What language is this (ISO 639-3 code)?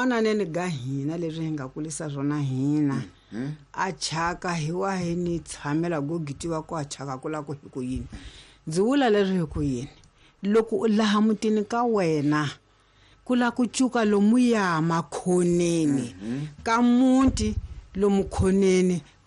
tso